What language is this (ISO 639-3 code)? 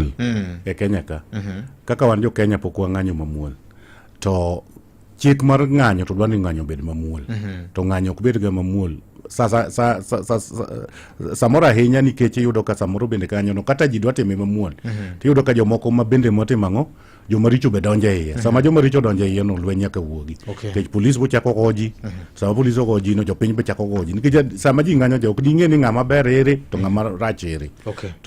luo